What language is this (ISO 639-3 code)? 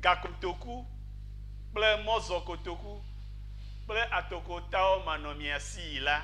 ewe